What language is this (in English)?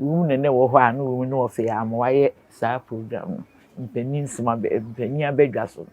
Akan